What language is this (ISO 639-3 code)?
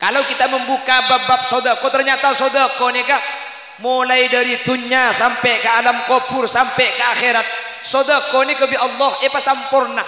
mad